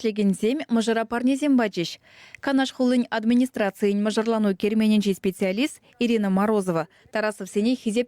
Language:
Chuvash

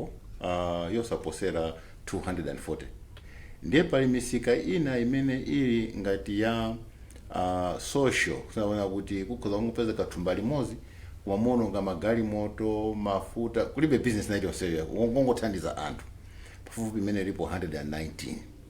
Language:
Nyanja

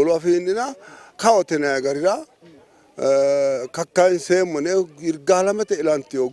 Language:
Sidamo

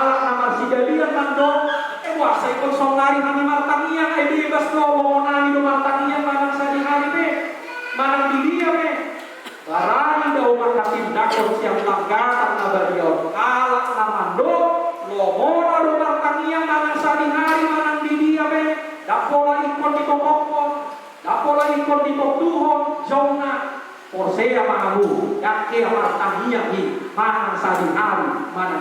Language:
Batak Toba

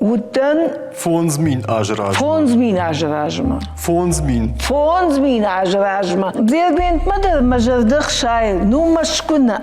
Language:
Ossetic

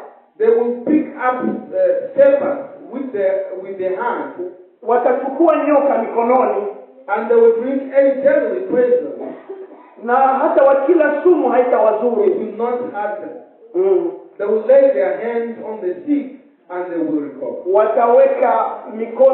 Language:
Swahili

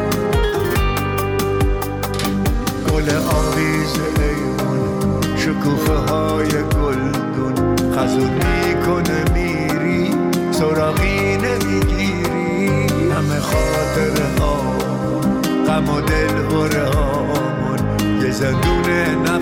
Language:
Persian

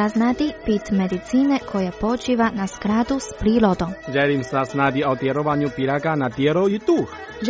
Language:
Croatian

